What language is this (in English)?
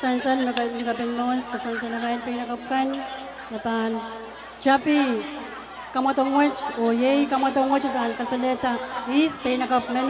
Pohnpeian